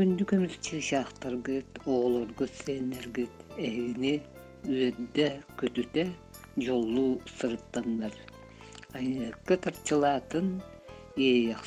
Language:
Yakut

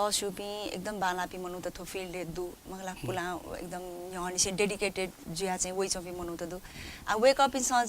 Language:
Newari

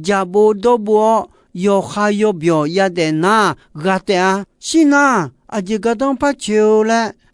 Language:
Akha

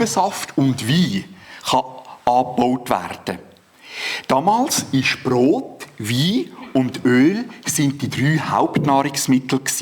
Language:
Swiss German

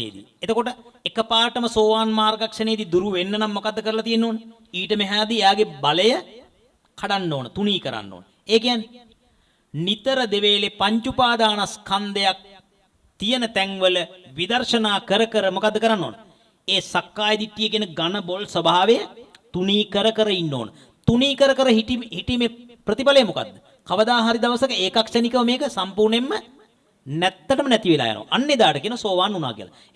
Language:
Sinhala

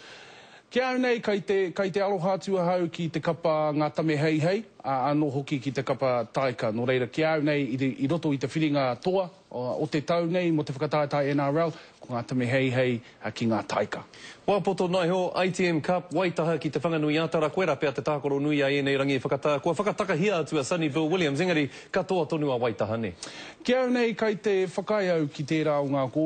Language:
Māori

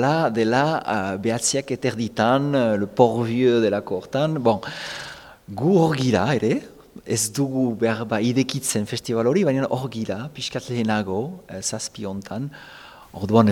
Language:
Basque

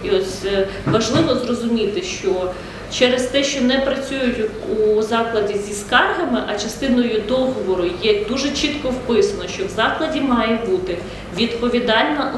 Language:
Ukrainian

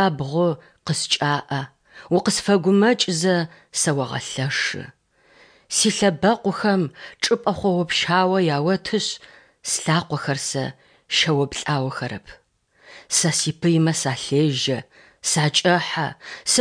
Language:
Adyghe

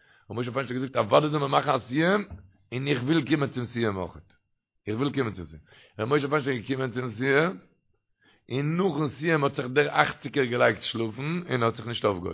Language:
Yiddish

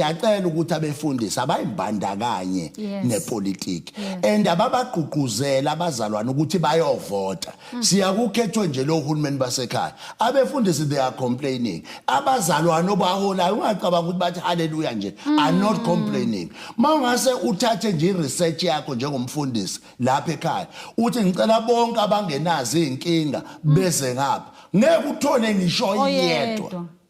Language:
Zulu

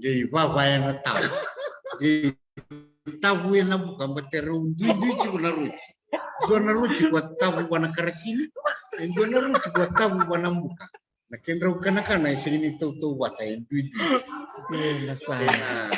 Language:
Fijian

